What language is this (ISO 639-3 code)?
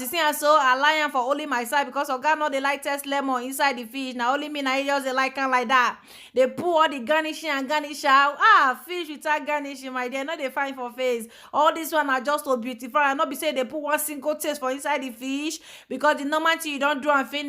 pcm